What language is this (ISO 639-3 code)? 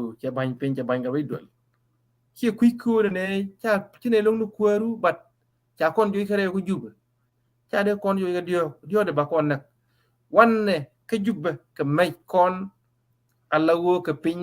nus